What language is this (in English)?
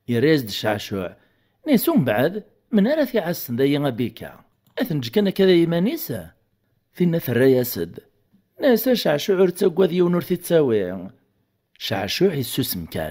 Kabyle